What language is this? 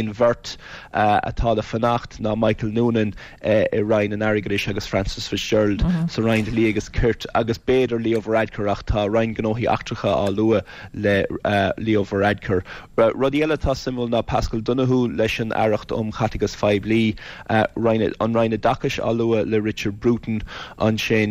Irish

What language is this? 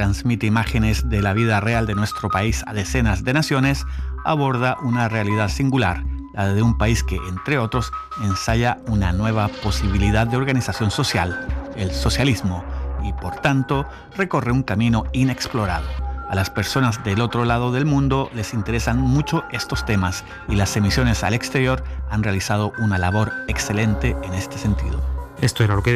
Spanish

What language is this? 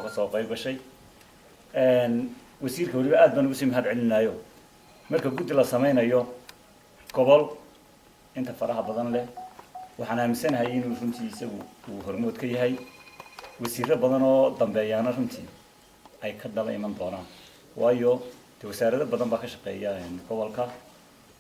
Somali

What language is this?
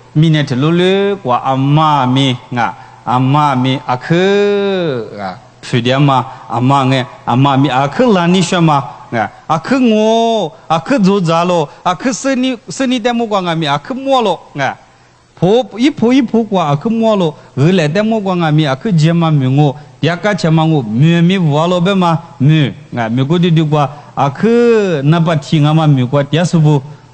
Lisu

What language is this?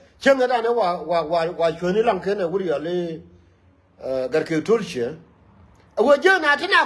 Nuer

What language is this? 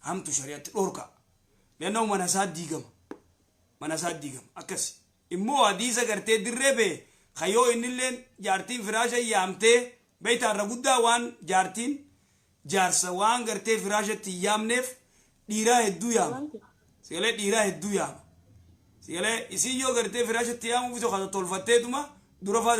Oromo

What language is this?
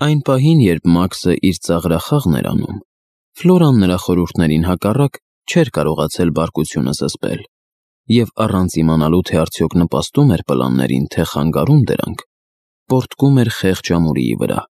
Armenian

